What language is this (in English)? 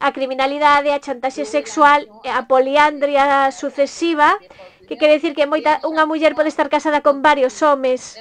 Galician